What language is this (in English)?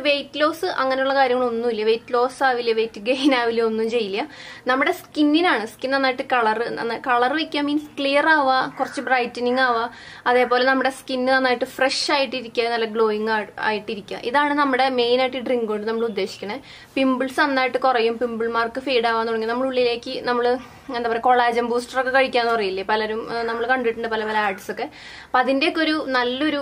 Malayalam